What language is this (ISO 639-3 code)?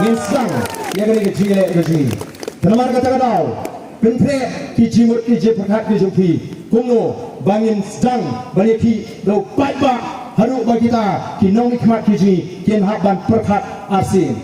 kha